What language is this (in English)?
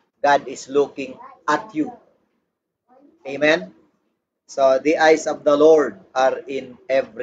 Filipino